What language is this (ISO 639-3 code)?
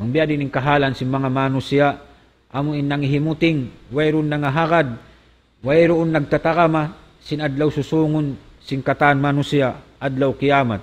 tsg